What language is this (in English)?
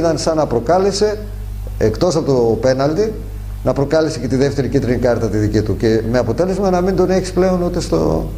Greek